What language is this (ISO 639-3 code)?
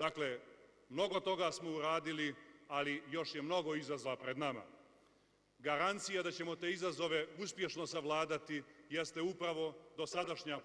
srp